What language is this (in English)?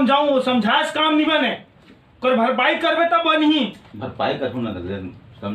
Chhattisgarhi